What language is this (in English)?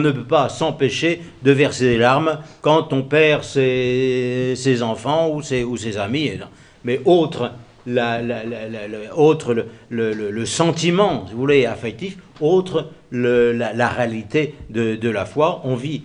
French